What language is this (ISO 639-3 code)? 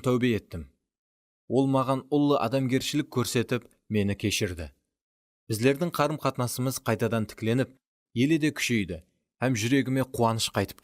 kaa